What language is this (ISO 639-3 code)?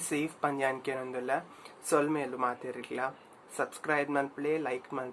tcy